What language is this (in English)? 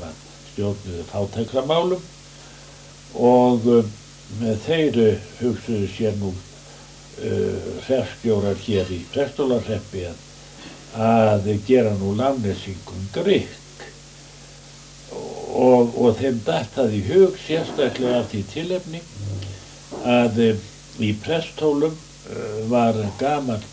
Icelandic